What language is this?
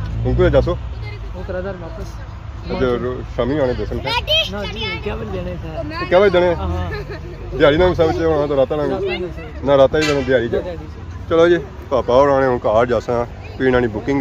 Pahari-Potwari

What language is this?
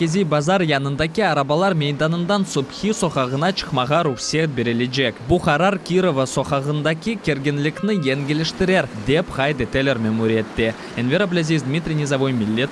Crimean Tatar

